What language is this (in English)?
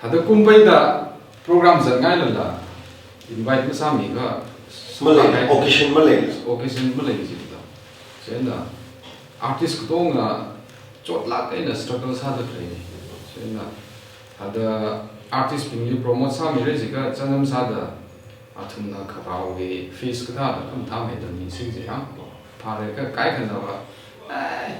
Tangkhul Naga (India)